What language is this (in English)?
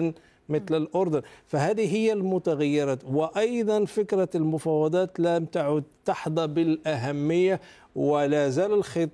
Arabic